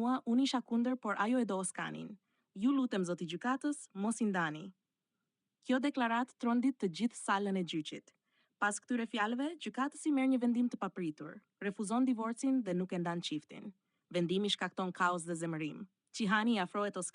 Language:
Albanian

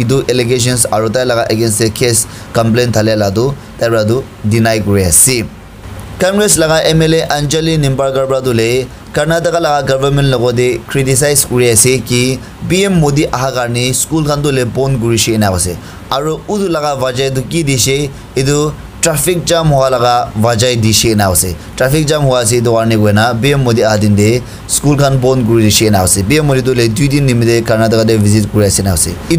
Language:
Naga Pidgin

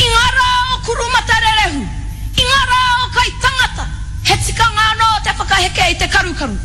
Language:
Māori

